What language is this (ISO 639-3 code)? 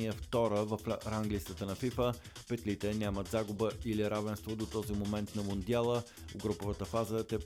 bul